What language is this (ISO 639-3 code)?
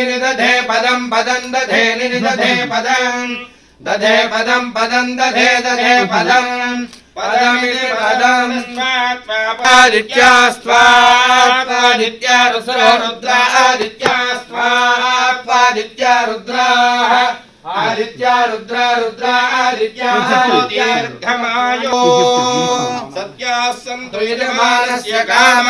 tel